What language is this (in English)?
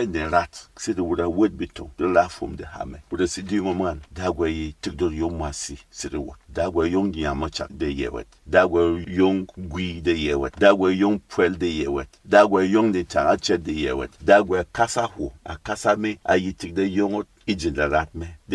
Berom